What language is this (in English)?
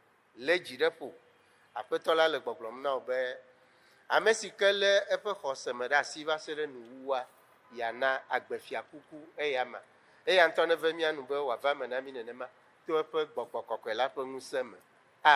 Ewe